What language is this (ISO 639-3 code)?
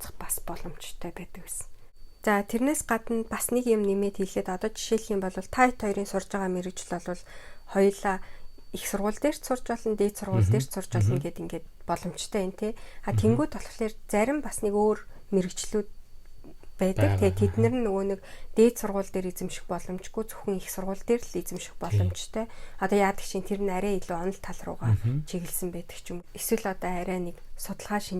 mon